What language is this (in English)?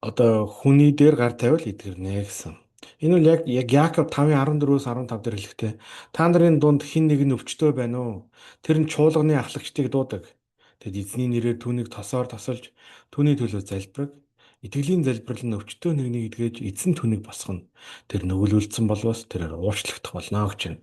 Mongolian